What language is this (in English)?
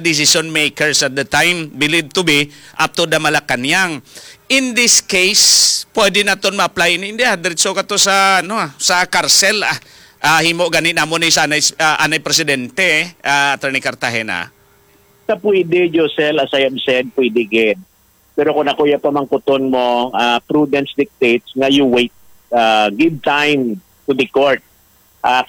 Hiligaynon